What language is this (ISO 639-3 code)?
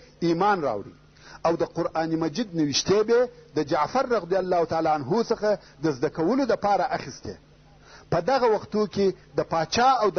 pus